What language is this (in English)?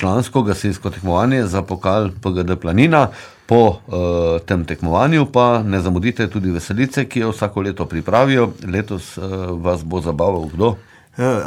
Slovenian